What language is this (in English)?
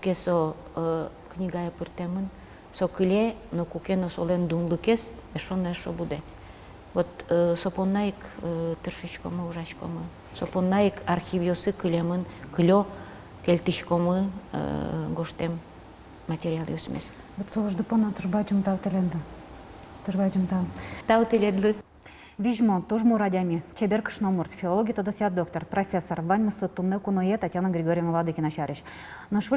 Udmurt